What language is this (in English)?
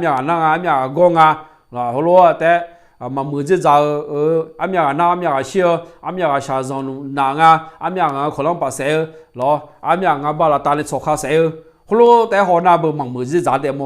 Akha